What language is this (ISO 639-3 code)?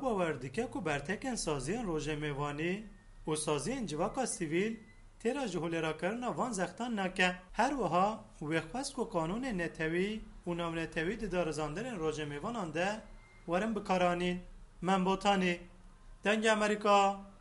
kur